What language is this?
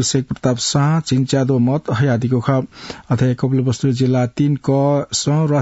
Newari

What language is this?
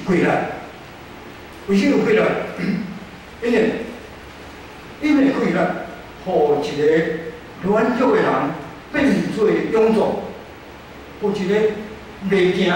Min Nan Chinese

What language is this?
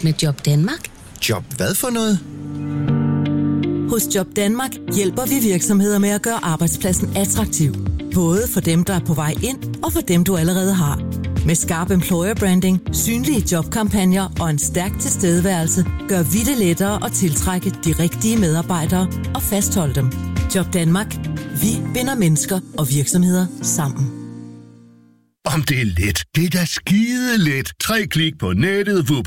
Danish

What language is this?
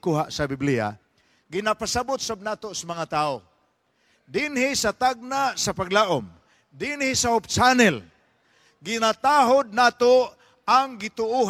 Cebuano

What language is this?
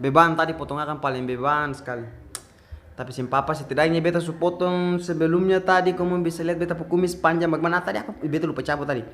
Ambonese Malay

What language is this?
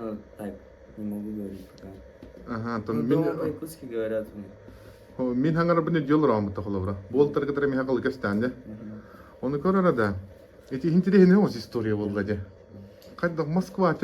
Yakut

